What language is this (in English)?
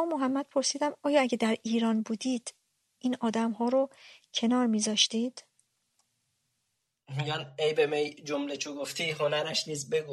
Persian